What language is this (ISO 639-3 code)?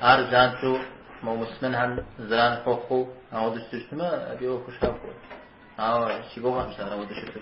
kbd